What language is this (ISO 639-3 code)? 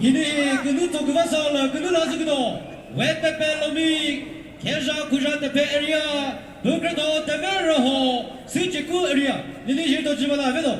nri